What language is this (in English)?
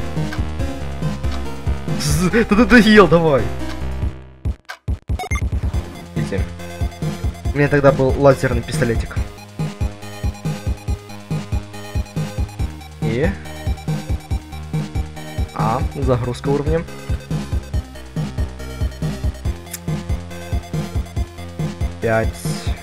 Russian